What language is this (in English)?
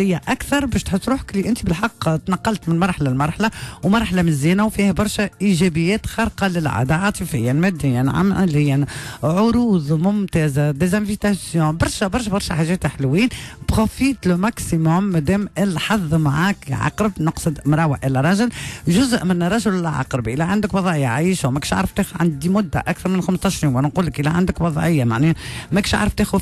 Tunisian Arabic